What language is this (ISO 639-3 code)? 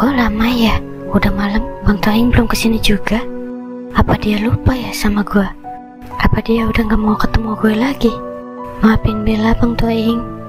bew